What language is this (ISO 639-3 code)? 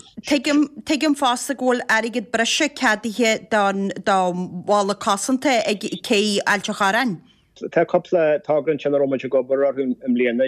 gle